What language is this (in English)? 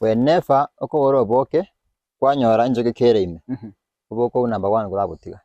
Gusii